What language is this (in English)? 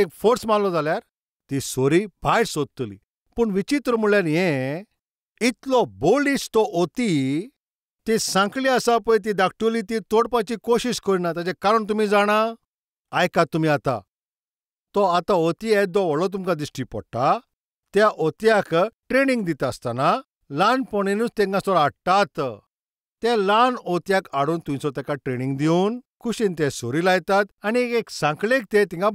Konkani